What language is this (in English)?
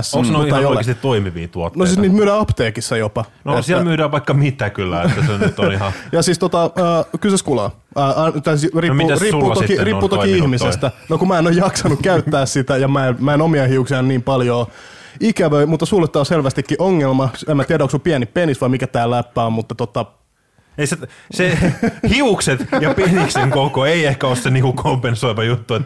Finnish